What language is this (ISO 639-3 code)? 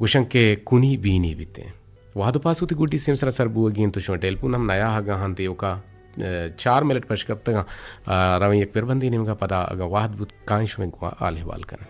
bgp